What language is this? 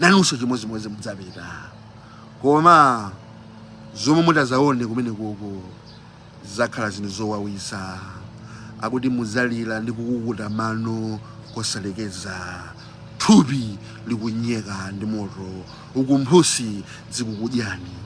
Nyanja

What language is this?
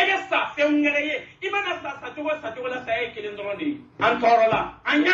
Bambara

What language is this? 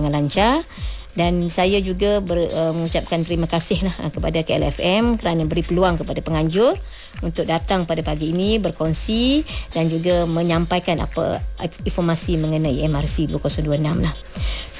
Malay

